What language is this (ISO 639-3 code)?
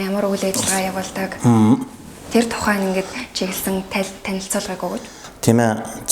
mon